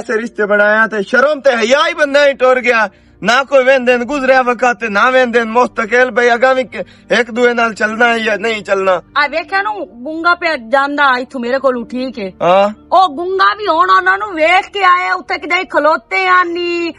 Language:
Western Panjabi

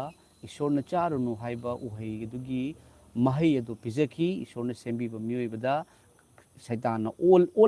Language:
Manipuri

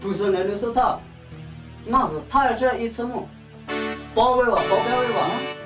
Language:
Poumei Naga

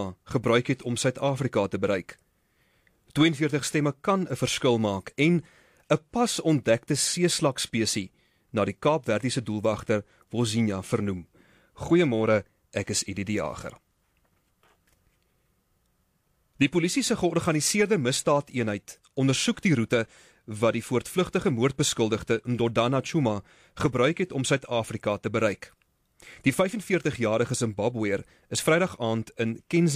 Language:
Afrikaans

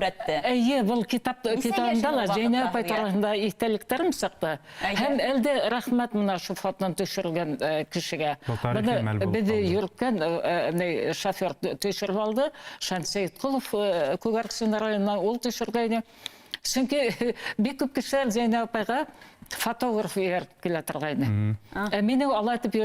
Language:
Bashkir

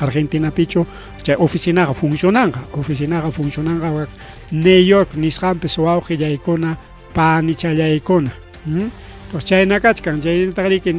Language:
Ayacucho Quechua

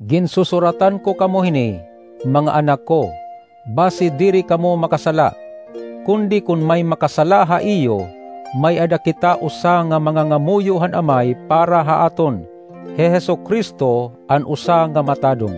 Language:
Waray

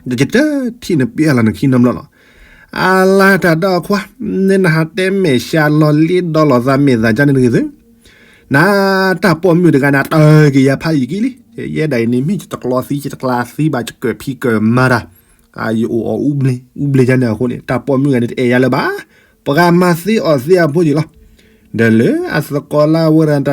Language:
S'gaw Karen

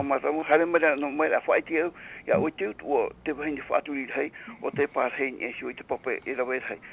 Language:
Tahitian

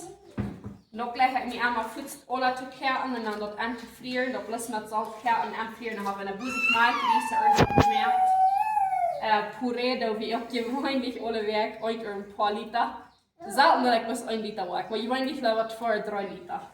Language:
Plautdietsch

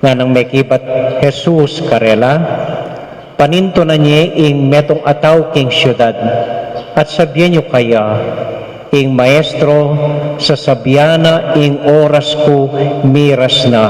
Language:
Pampanga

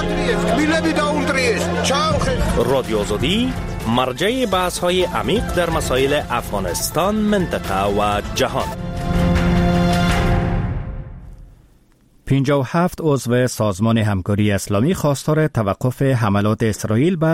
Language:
Persian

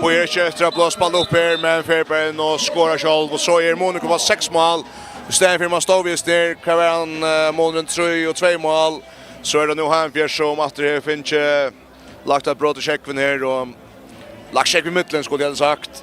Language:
Faroese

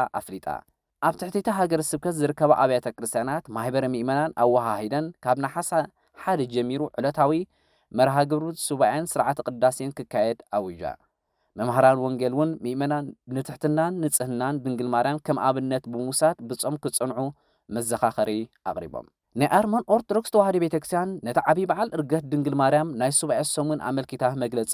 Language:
Tigrinya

